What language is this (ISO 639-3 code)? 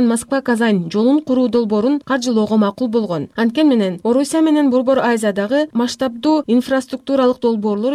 kir